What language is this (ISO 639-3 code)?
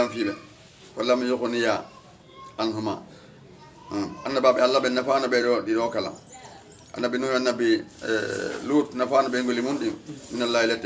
ful